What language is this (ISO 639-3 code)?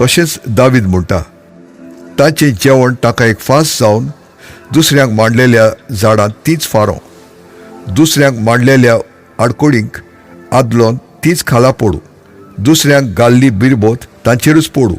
kok